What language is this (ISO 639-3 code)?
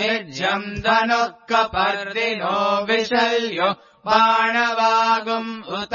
san